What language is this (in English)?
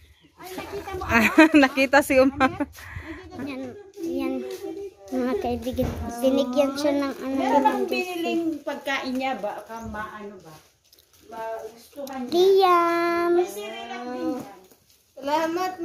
Filipino